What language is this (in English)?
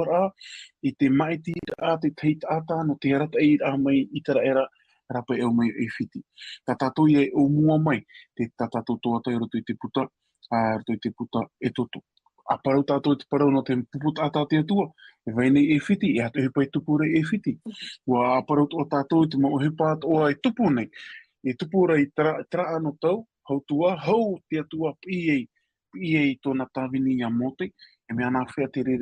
Tahitian